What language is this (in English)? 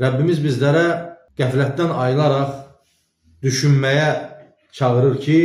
Azerbaijani